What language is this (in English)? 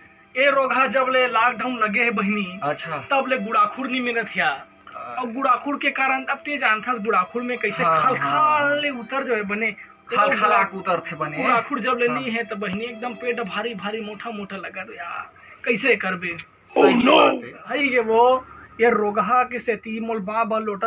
Chhattisgarhi